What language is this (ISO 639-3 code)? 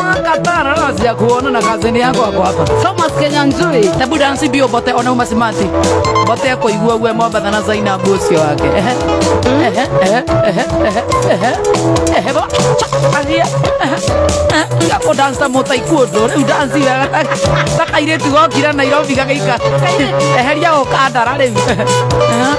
kik